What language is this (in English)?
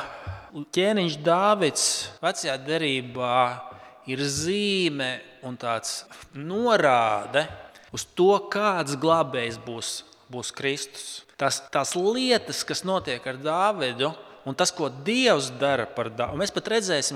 Latvian